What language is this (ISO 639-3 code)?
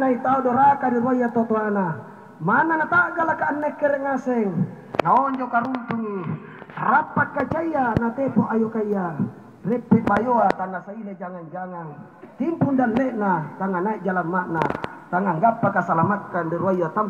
mak